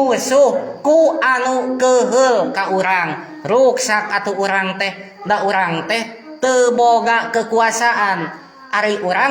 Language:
Sundanese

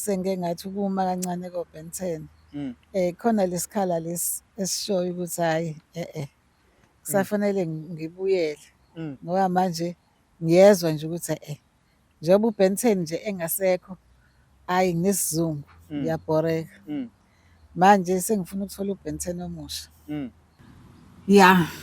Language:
Zulu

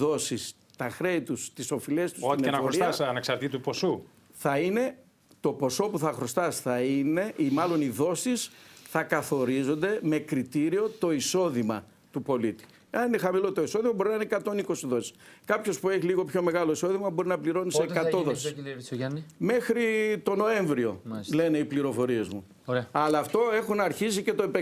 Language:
Greek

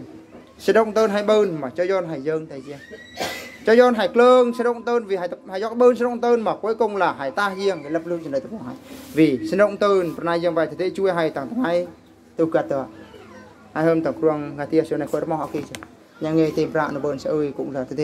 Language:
Eastern Bru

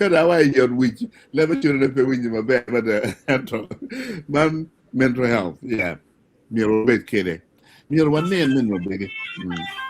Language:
Acoli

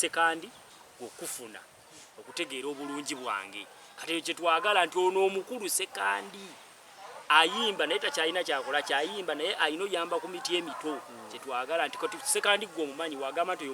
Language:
Ganda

